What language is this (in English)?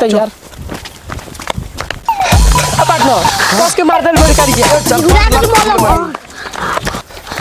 Bhojpuri